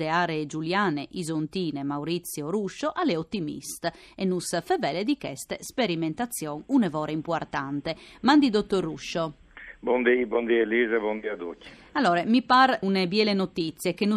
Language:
Friulian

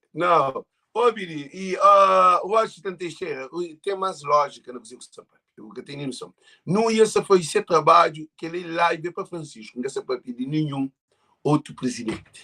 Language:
Kabuverdianu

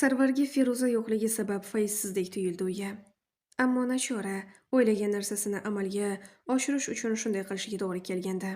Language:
Uzbek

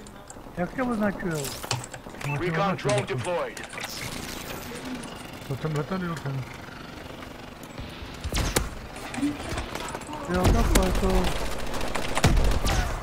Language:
Czech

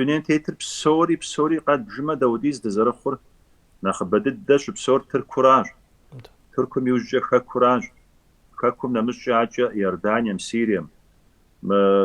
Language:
Kabardian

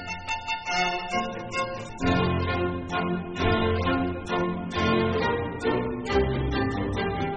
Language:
Estonian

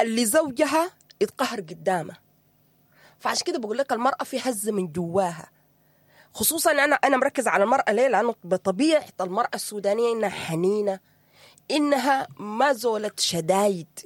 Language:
Sudanese Arabic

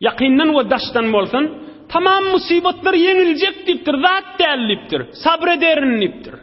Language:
Turkmen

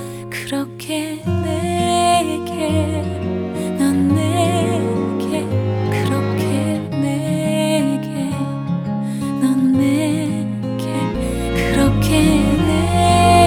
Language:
Korean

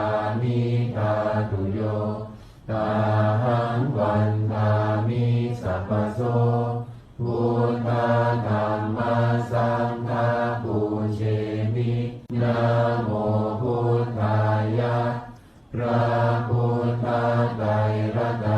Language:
Pali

